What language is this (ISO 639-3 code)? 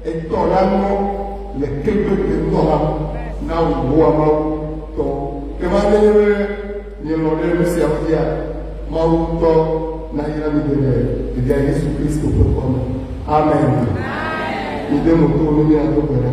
ewe